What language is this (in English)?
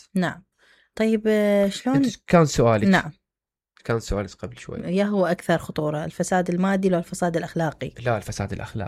Mesopotamian Arabic